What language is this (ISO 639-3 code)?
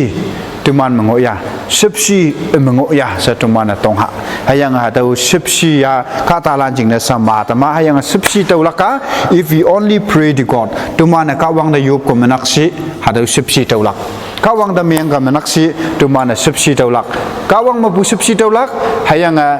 nbe